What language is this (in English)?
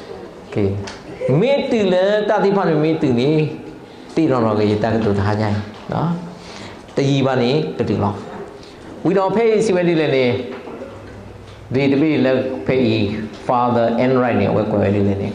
S'gaw Karen